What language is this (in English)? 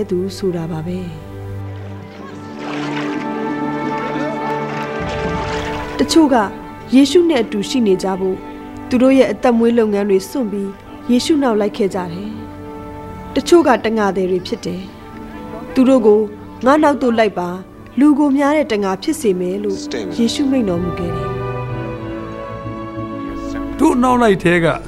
Burmese